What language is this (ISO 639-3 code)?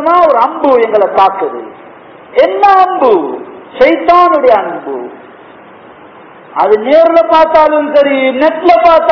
tam